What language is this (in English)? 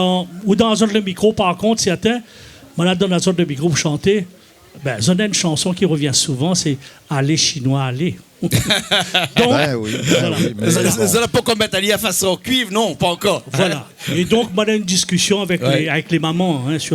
Réunion Creole French